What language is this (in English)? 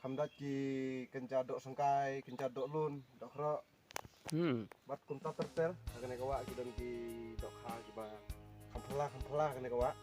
Khasi